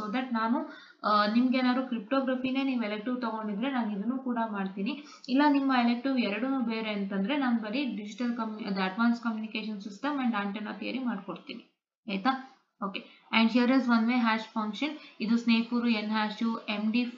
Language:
Kannada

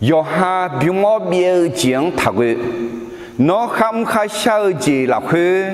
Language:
Akha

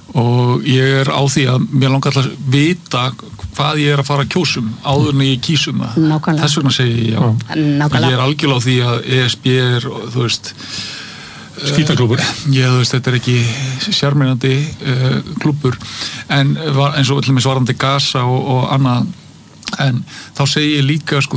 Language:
Icelandic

